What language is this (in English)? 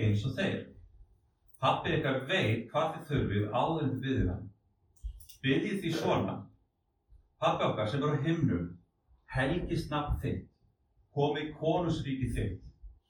Icelandic